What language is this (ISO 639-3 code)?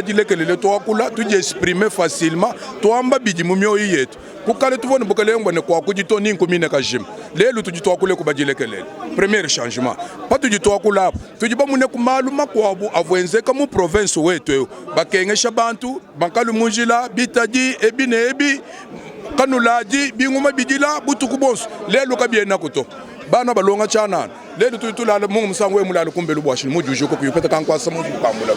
lua